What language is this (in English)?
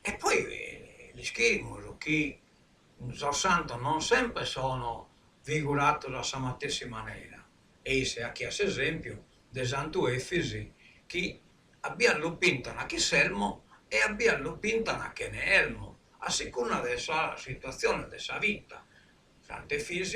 Sardinian